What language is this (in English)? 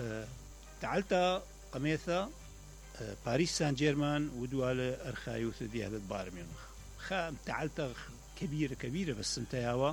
Mesopotamian Arabic